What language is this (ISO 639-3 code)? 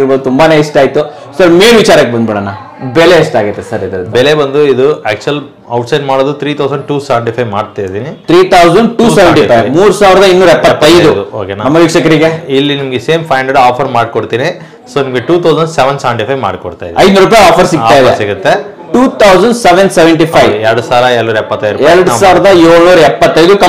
kan